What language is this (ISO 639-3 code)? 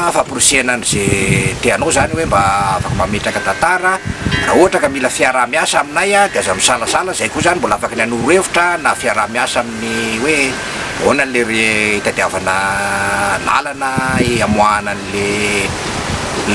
mlg